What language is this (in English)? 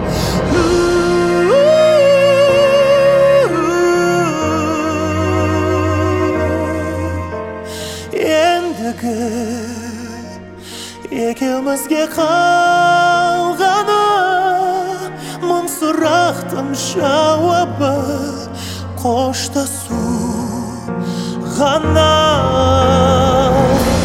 Kazakh